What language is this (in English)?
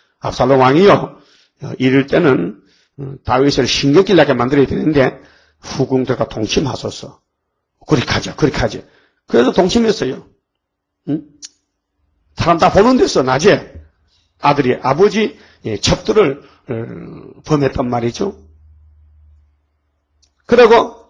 Korean